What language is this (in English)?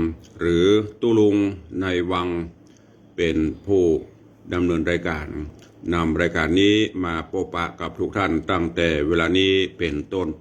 Northern Thai